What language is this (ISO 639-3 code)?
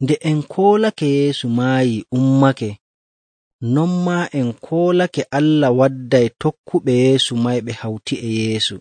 fuv